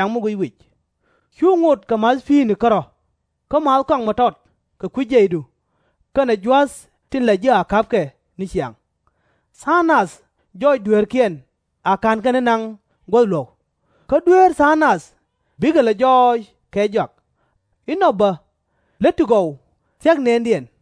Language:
Nuer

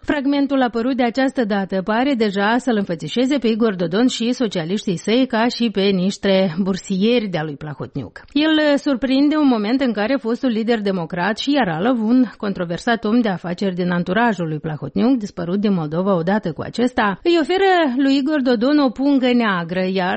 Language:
Romanian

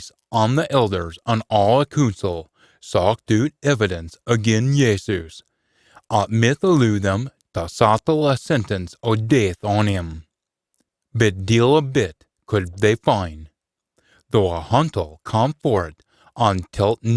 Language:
Scots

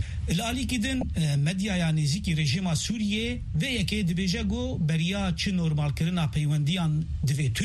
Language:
Kurdish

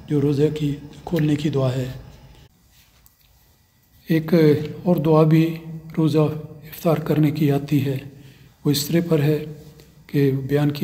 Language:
Urdu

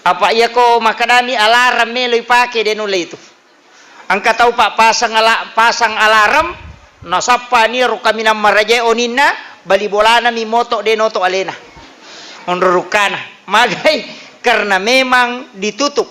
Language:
Buginese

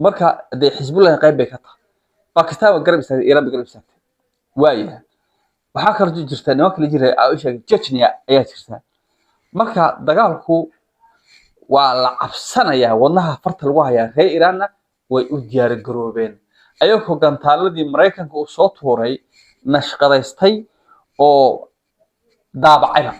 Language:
Somali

